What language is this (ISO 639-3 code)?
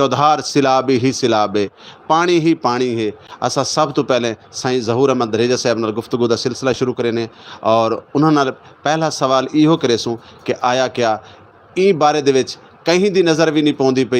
skr